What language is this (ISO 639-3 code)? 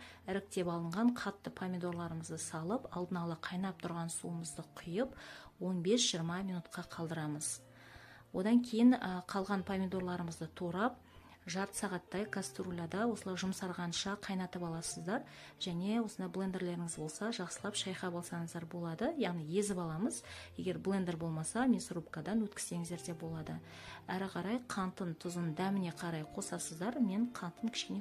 kaz